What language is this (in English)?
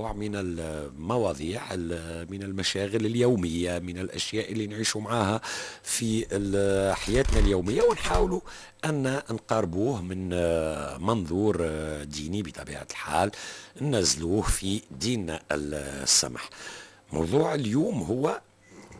Tunisian Arabic